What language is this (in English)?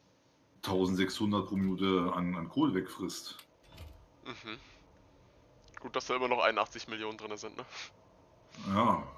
German